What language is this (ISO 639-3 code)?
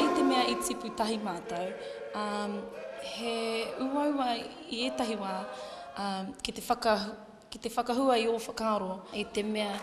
mri